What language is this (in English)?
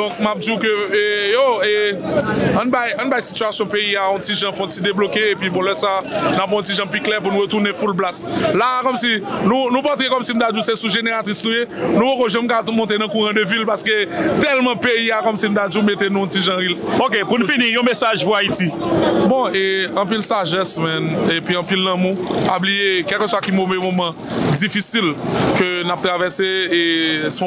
Haitian Creole